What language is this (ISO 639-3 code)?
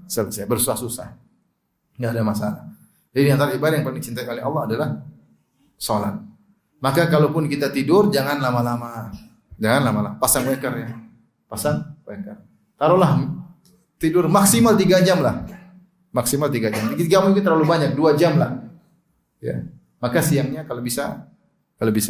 ind